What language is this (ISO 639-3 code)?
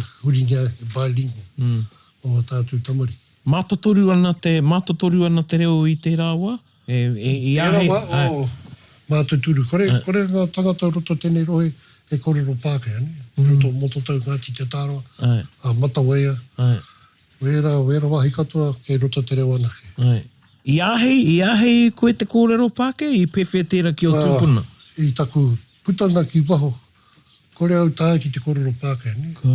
mri